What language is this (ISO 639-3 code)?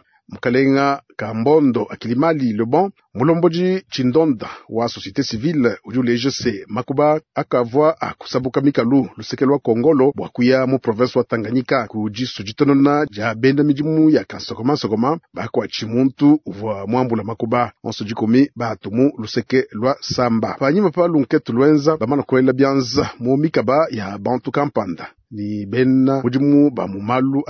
lua